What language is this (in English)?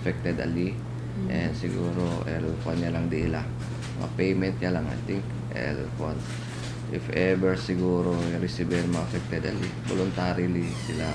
Chavacano